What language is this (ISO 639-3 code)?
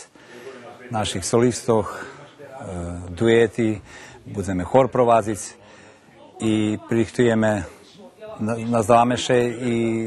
rue